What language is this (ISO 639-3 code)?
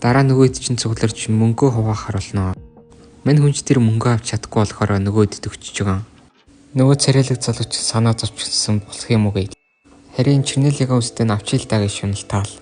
mon